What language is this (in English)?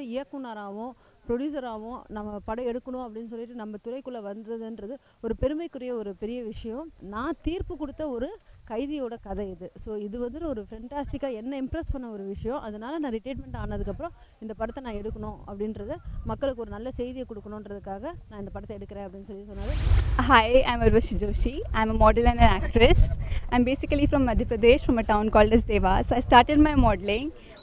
Tamil